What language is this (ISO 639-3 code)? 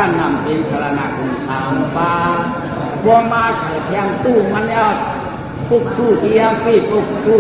shn